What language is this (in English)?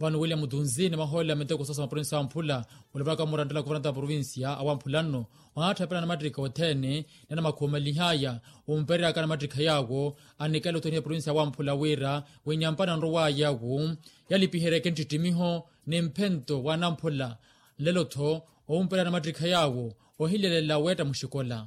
Makhuwa